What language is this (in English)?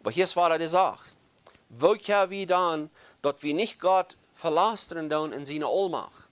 Plautdietsch